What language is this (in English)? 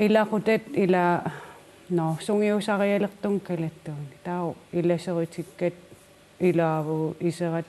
Kalaallisut